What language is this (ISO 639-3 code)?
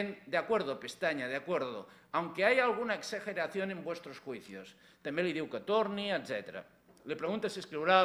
cat